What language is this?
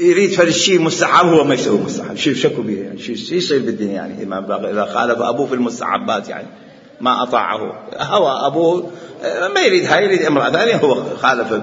Mesopotamian Arabic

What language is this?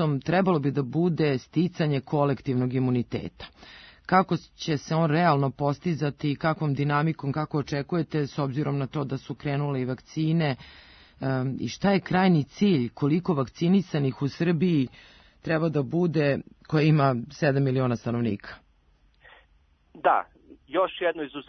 Serbian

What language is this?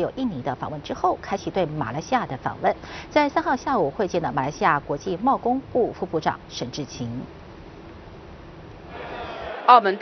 Chinese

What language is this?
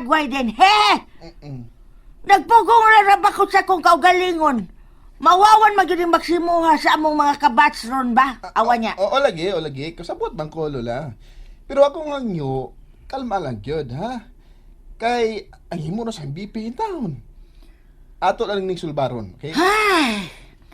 Cebuano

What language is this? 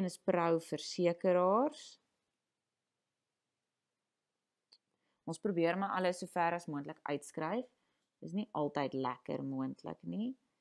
Afrikaans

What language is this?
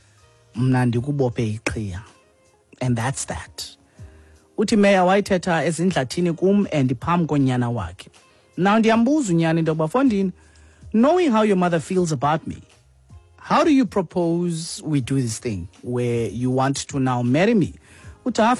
Xhosa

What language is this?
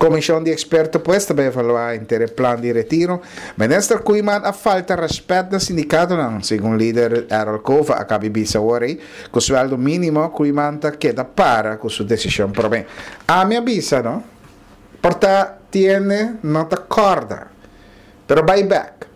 Papiamento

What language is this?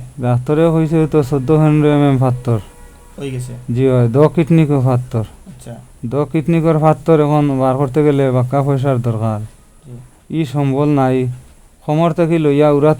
Sylheti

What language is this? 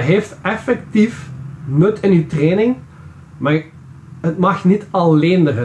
Dutch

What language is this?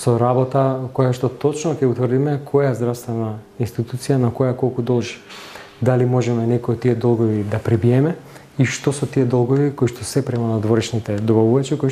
Macedonian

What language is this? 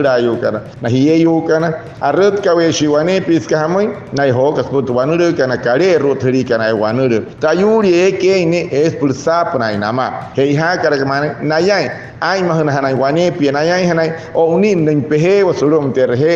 Wayuu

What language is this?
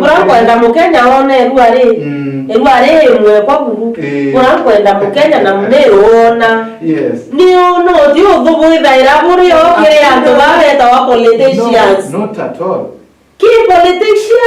Meru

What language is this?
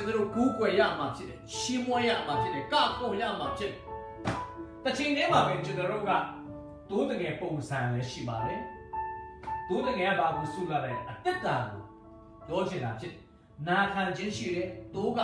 Burmese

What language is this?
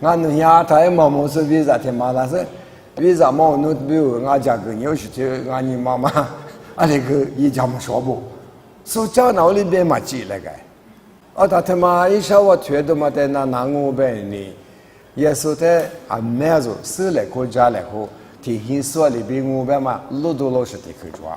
Lisu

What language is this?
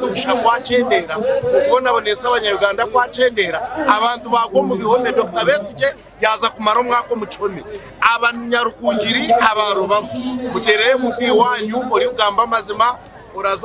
Nyankole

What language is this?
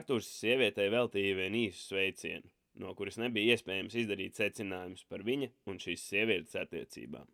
Latvian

